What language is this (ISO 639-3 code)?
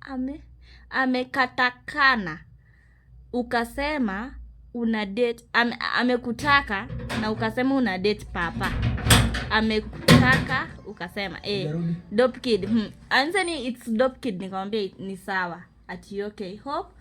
luo